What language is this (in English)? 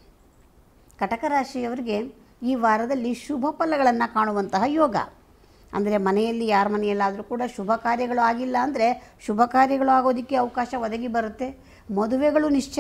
Kannada